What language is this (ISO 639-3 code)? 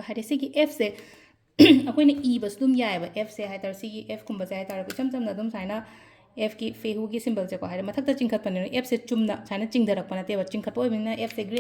mni